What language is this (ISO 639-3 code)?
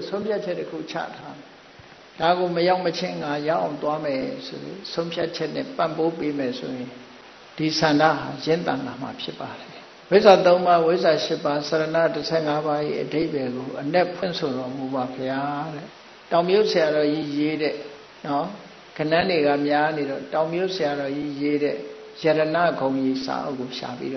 mya